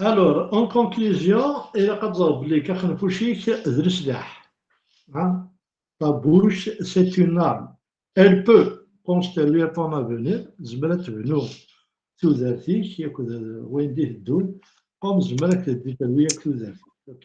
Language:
Kabyle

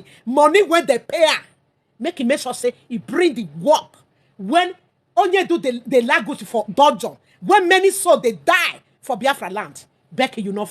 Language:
Nigerian Pidgin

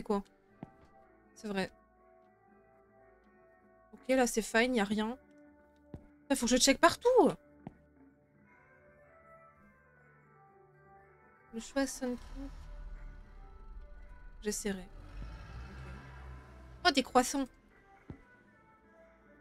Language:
French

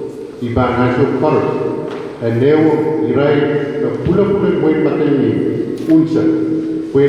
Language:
Pohnpeian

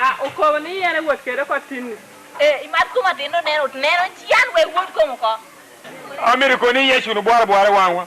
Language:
Lango (Uganda)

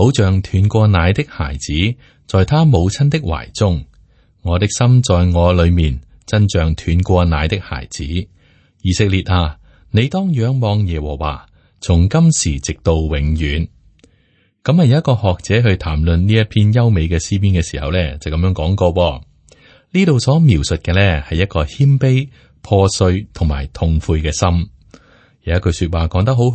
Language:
Cantonese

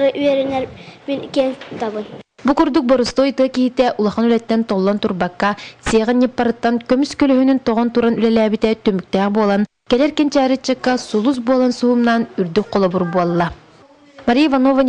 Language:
Yakut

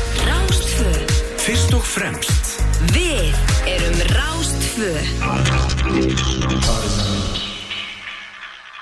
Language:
Icelandic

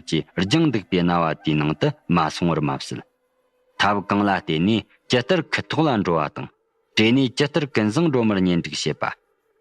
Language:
Tibetan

